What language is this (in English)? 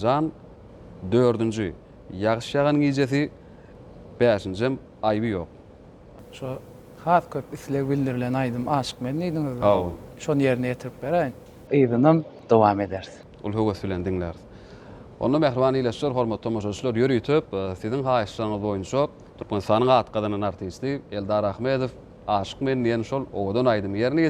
Turkmen